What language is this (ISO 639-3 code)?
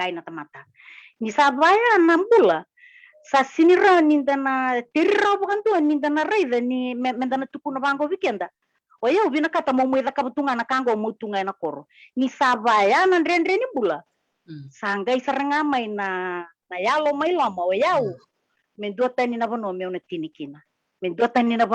fij